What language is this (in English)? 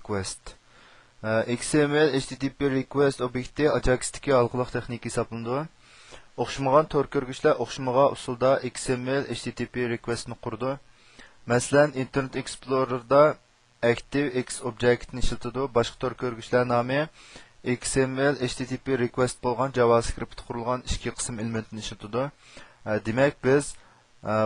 Uyghur